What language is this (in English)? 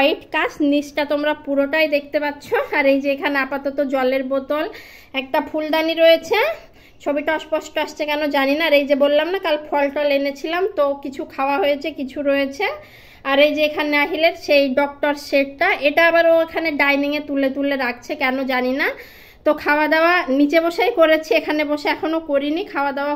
Bangla